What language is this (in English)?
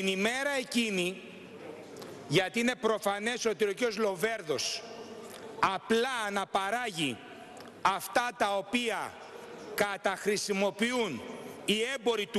Greek